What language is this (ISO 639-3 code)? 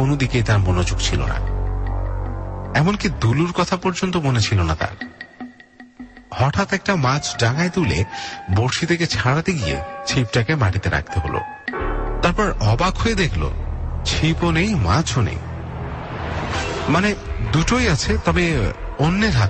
ben